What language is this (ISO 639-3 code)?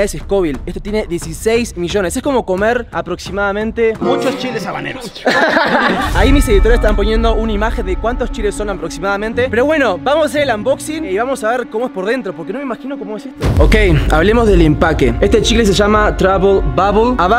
spa